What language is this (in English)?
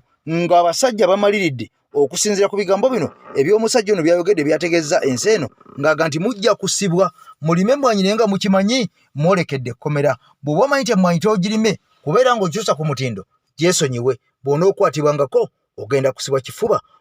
Ganda